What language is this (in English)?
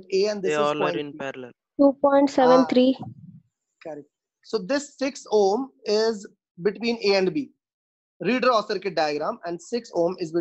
English